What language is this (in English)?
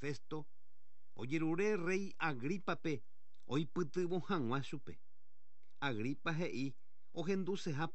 Guarani